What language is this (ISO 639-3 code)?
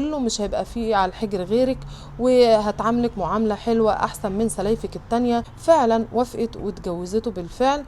arz